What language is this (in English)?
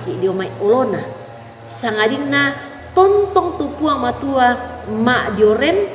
Toraja-Sa'dan